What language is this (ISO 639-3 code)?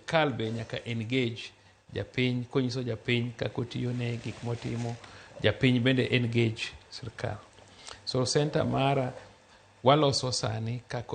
luo